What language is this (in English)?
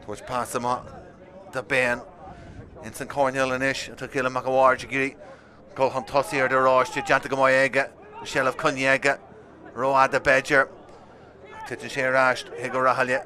Irish